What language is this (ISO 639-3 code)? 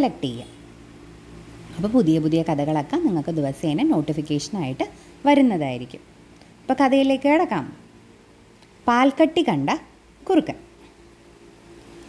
mal